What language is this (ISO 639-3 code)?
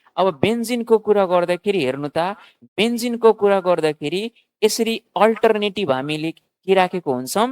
nep